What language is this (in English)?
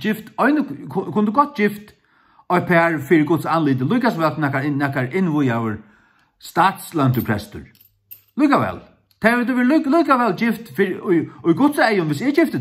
Faroese